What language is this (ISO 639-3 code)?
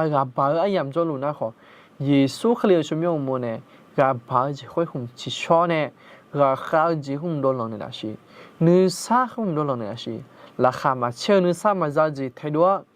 ahk